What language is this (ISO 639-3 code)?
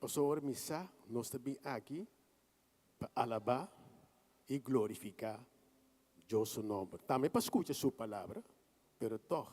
pap